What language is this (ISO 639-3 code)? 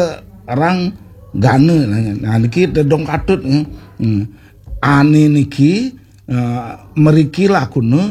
ban